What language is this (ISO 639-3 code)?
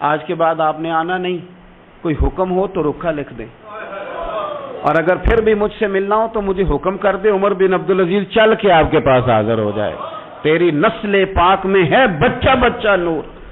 urd